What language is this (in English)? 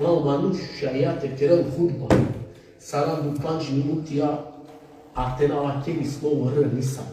Balkan Romani